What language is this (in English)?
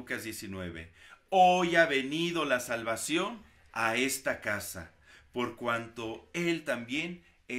Spanish